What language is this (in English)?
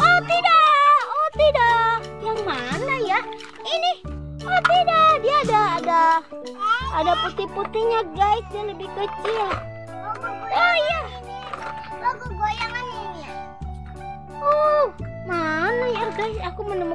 Indonesian